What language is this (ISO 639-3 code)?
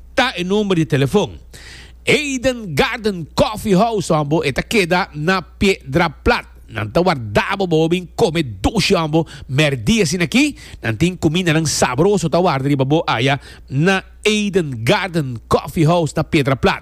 pap